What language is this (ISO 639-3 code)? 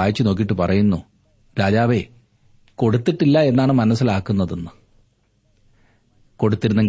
mal